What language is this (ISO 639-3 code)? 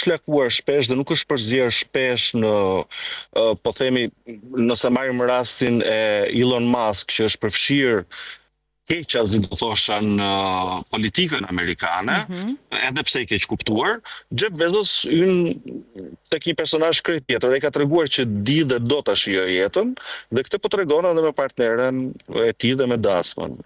sqi